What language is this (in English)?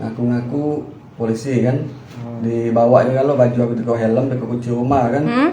Musi